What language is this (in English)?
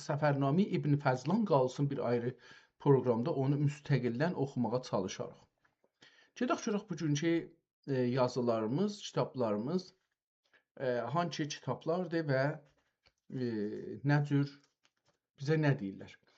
South Azerbaijani